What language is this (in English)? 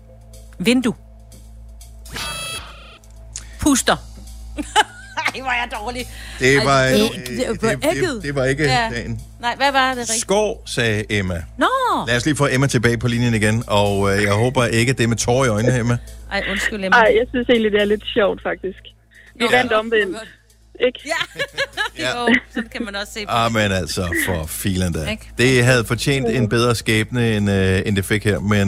Danish